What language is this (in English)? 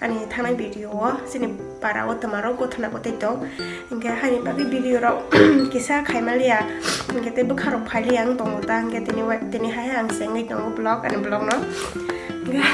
Kok Borok